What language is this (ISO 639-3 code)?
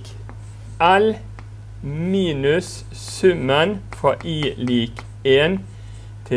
nor